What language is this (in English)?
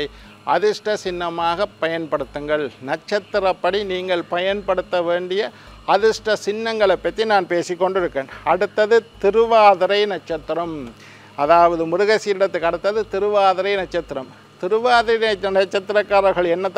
Tamil